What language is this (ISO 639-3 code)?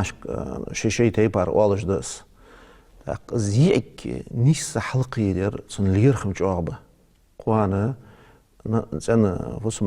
inh